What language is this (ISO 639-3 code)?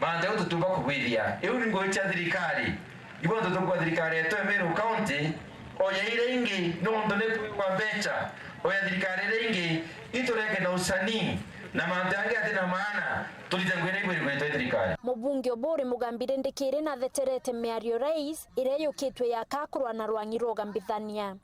mer